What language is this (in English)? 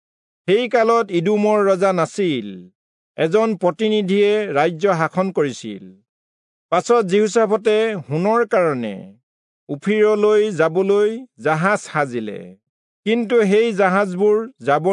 Assamese